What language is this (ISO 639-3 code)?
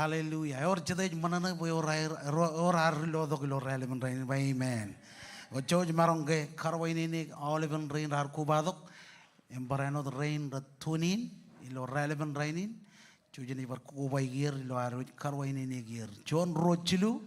mah